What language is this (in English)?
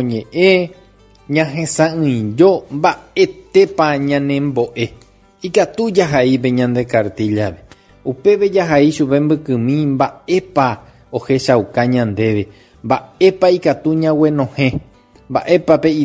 Guarani